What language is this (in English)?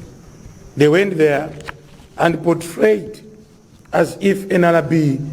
Nyanja